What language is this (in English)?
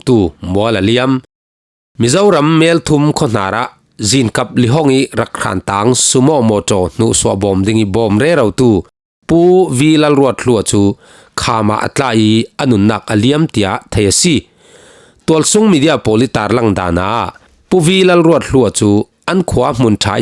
Falam Chin